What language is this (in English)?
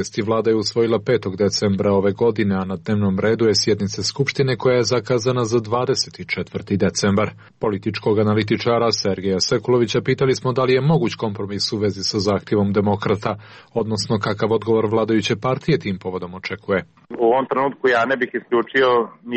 Serbian